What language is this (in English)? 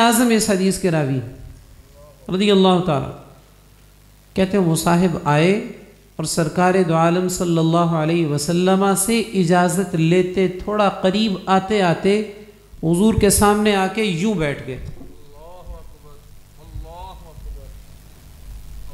Urdu